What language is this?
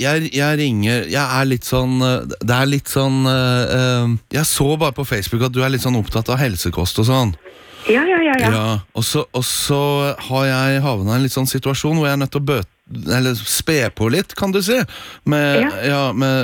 Norwegian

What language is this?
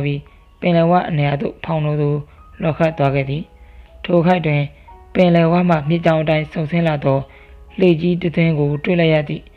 Burmese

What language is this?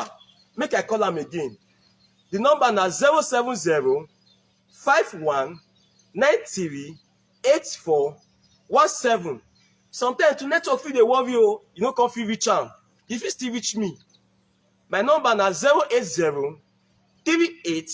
Nigerian Pidgin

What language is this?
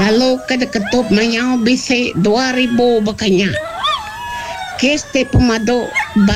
Malay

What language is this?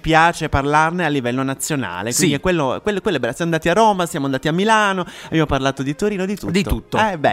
Italian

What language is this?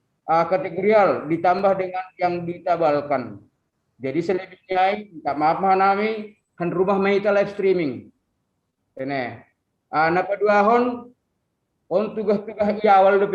Batak Simalungun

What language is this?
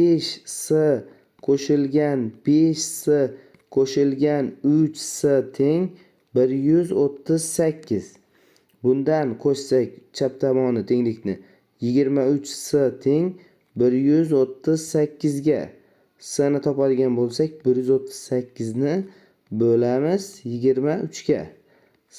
Uzbek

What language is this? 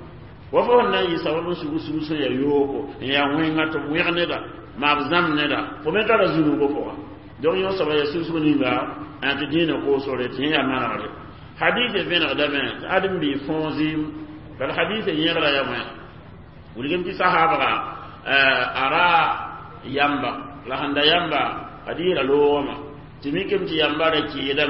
Mossi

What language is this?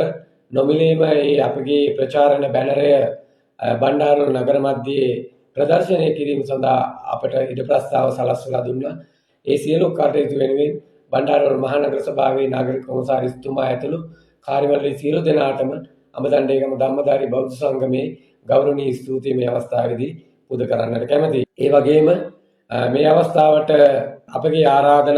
Sinhala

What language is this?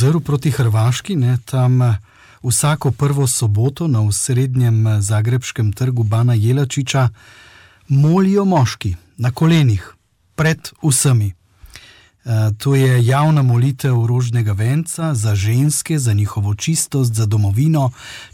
Slovenian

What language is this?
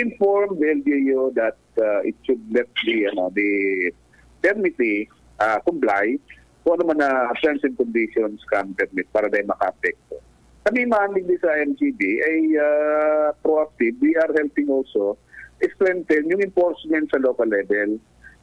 Bikol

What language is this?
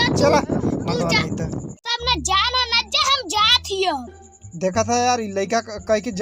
Awadhi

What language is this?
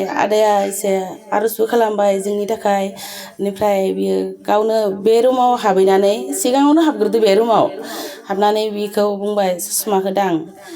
Bodo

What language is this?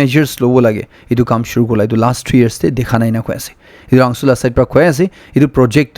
Naga Pidgin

